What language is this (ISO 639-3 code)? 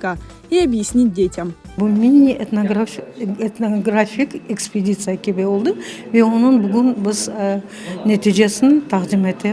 crh